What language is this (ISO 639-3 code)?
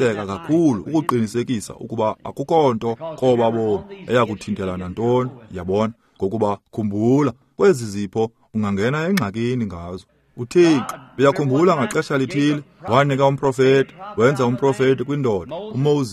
xho